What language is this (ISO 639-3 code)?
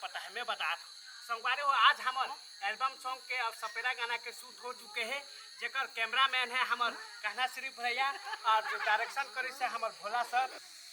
hne